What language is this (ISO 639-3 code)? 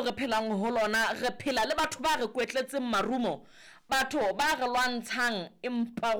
sot